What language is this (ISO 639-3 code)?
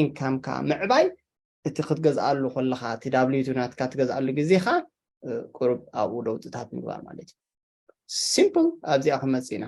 tir